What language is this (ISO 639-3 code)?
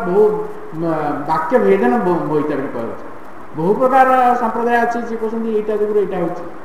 ori